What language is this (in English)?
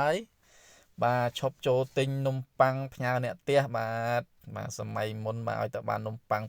Khmer